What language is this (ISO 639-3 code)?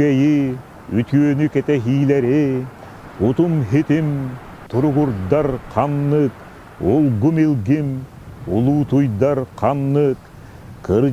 sah